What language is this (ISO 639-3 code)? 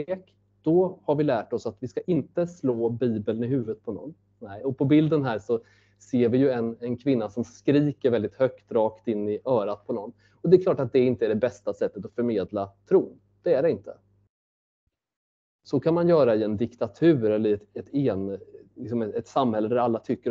swe